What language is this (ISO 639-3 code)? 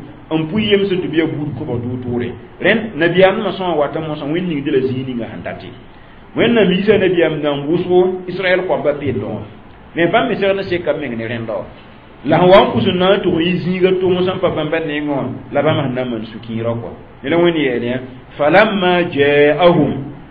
mos